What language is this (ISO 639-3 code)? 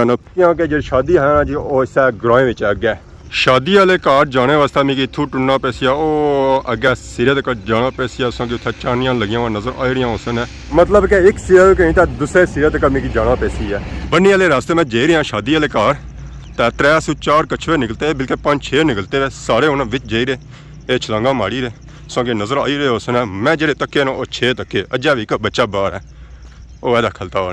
phr